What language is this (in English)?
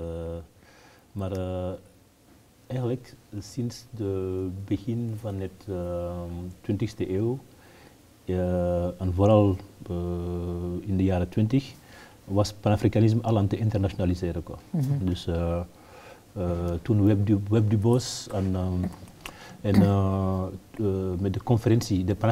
Dutch